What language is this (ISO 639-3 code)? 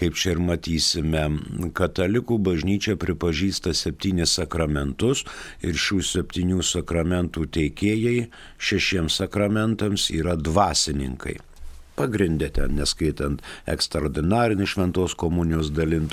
lit